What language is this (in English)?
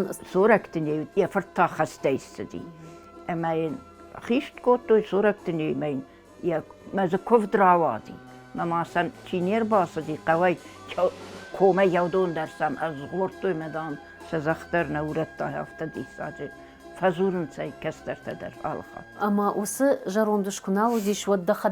Ossetic